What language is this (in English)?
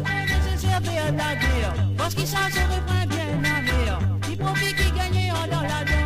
Morisyen